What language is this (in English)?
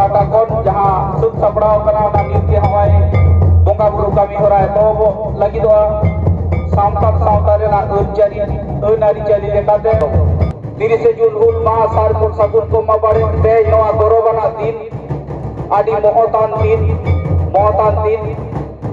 Santali